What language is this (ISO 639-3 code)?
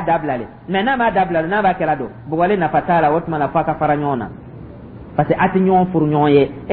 dyu